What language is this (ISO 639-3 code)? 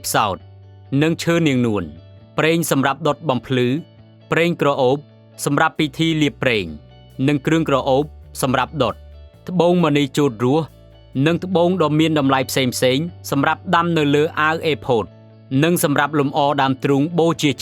khm